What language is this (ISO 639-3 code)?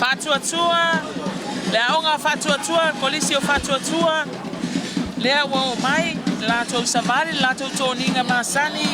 smo